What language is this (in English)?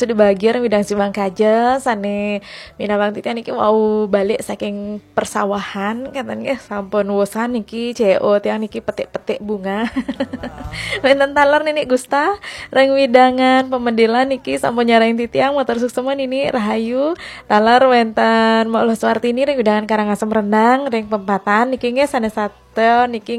Balinese